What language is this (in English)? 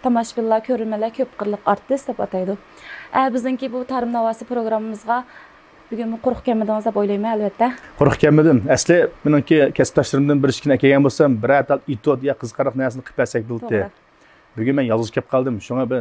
Uyghur